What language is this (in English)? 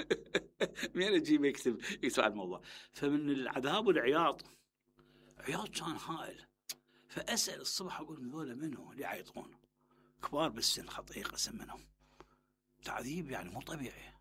Mesopotamian Arabic